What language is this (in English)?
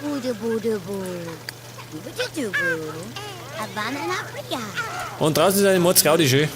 Bavarian